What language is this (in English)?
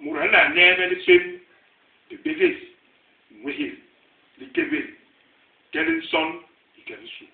Basaa